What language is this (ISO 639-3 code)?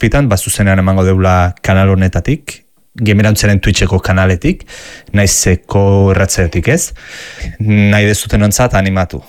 eus